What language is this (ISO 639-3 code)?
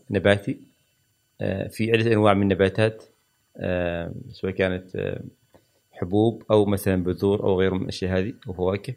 afb